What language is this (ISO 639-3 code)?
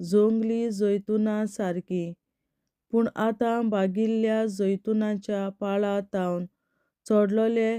kok